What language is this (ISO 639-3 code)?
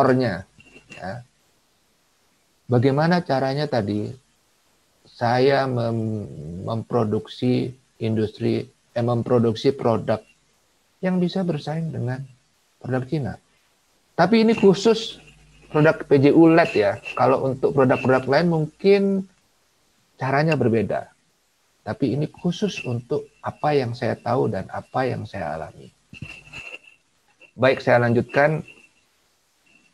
ind